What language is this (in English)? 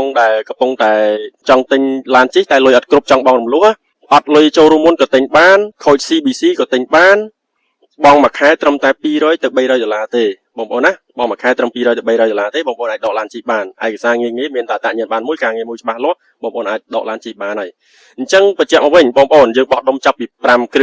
Khmer